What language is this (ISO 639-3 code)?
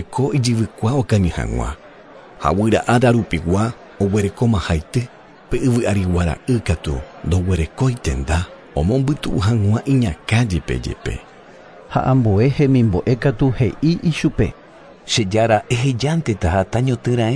grn